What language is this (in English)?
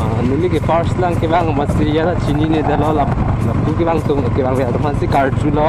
Karbi